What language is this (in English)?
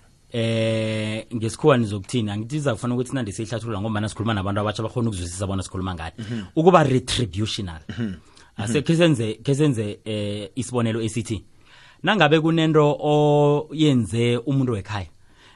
South Ndebele